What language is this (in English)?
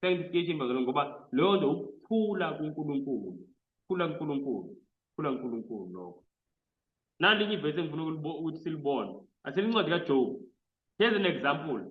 Zulu